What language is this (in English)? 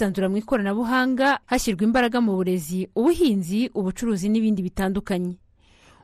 Kinyarwanda